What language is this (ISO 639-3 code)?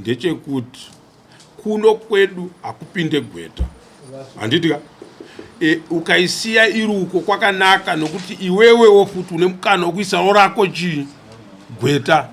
sna